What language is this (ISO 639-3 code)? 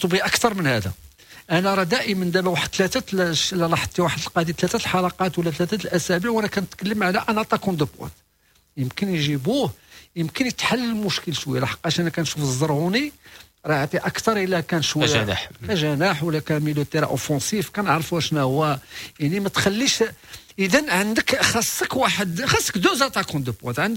ary